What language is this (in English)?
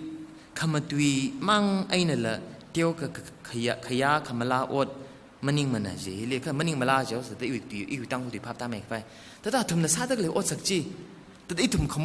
Tangkhul Naga (India)